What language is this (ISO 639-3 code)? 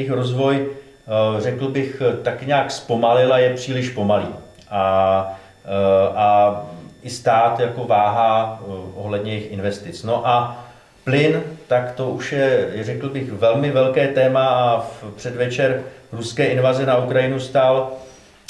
ces